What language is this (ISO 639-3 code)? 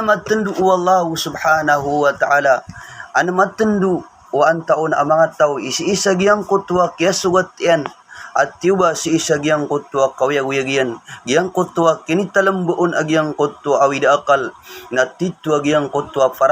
mrw